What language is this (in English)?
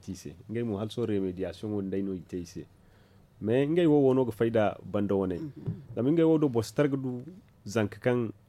Zarma